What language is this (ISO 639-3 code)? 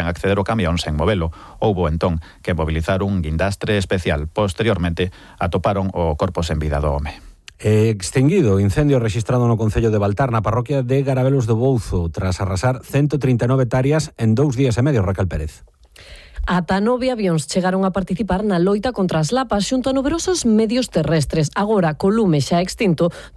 glg